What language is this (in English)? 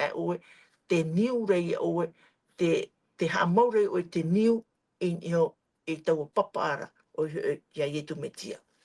Tahitian